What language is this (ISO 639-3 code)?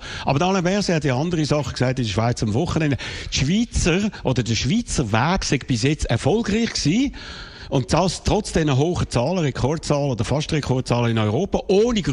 deu